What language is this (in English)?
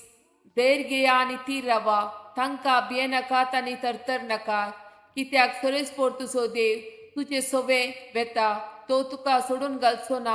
Konkani